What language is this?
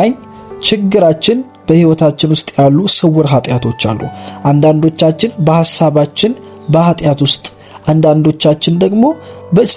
Amharic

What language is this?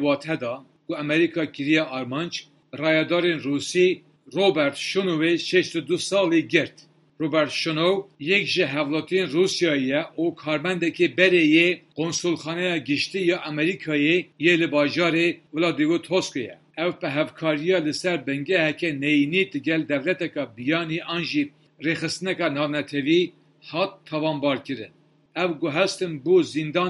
Kurdish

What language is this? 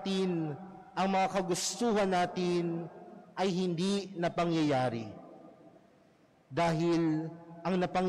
Filipino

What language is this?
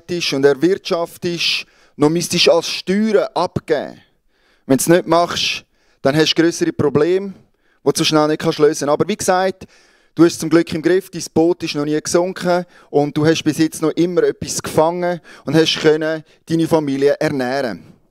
Swiss German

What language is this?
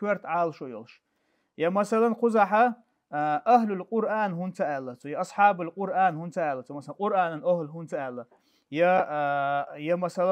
Chechen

